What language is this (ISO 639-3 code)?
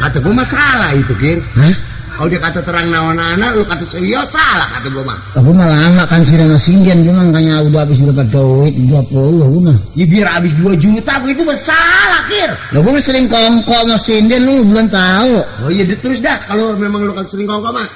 bew